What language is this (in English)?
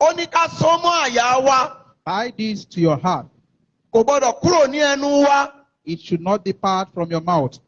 Yoruba